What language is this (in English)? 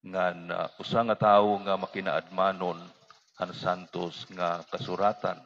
Waray